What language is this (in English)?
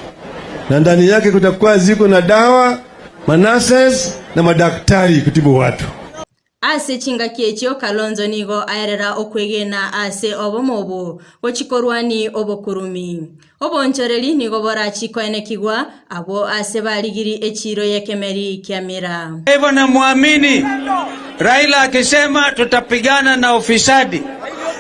Gusii